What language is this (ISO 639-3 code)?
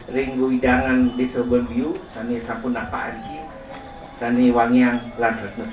ban